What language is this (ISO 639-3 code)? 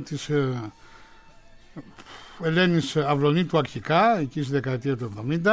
ell